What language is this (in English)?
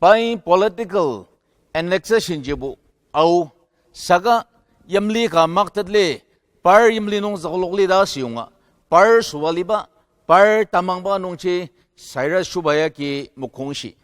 Ao Naga